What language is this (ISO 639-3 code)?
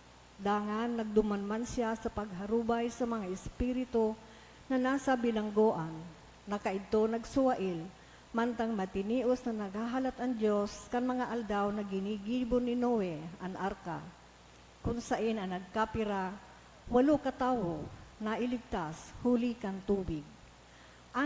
bik